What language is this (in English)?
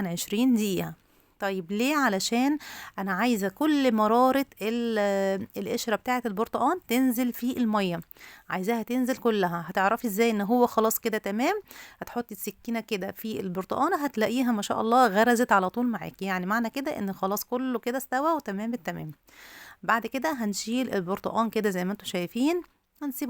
Egyptian Arabic